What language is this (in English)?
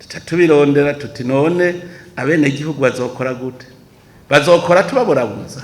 Rundi